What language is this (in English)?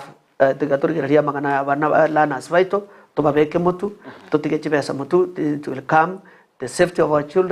Gusii